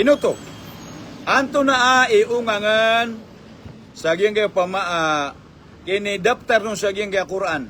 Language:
Maranao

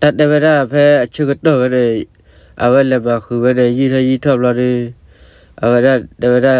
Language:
S'gaw Karen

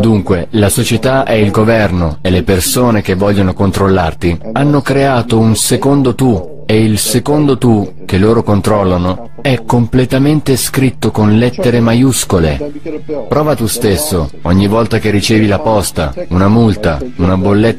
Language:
Italian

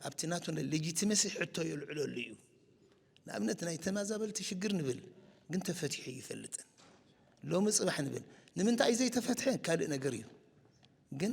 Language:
Tigrinya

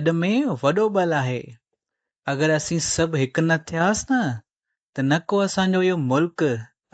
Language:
Sindhi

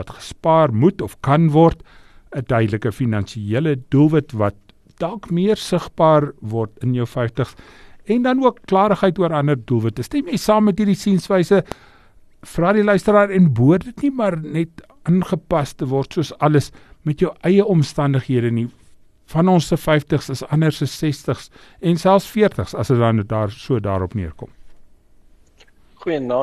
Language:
Afrikaans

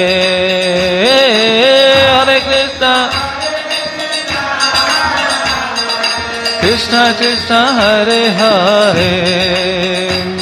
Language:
Odia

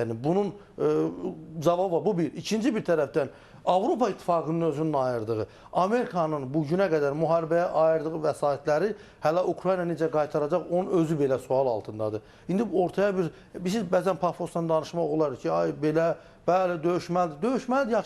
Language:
Azerbaijani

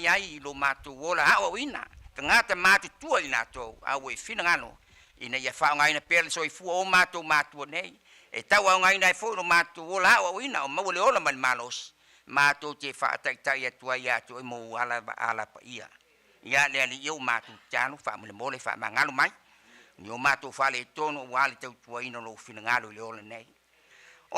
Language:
Samoan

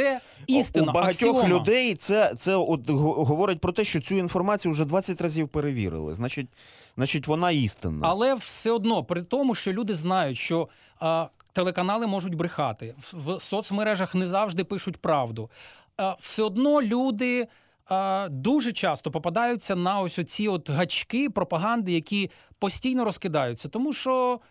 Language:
Ukrainian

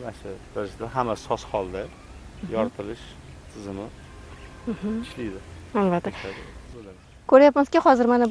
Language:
Uzbek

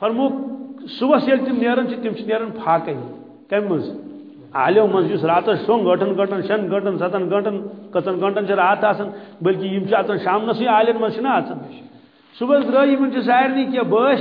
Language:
Kashmiri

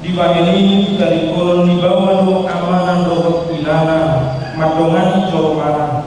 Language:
Batak Toba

